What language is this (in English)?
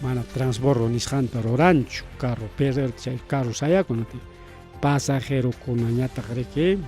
Ayacucho Quechua